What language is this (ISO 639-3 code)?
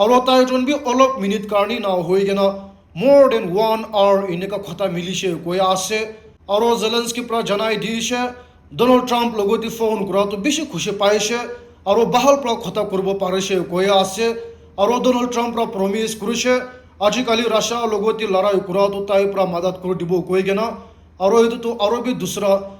nag